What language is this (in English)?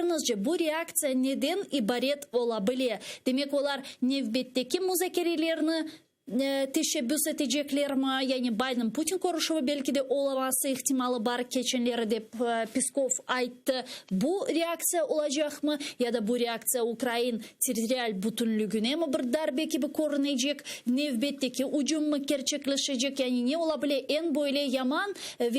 Crimean Tatar